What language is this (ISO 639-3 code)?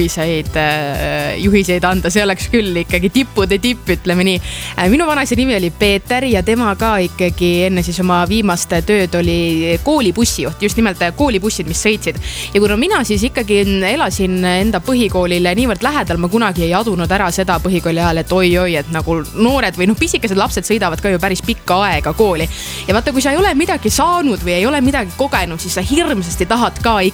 est